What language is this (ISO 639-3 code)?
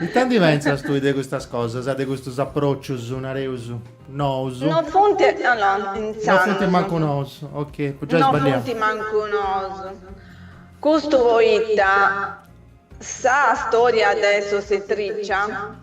srd